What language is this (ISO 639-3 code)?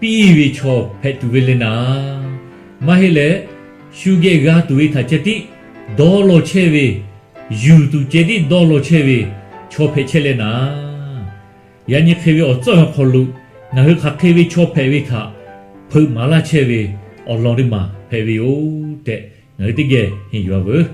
lhu